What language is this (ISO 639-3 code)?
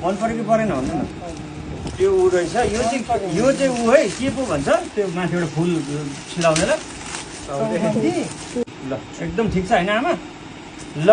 nep